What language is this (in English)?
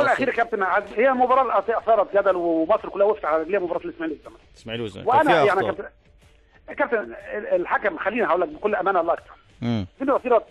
Egyptian Arabic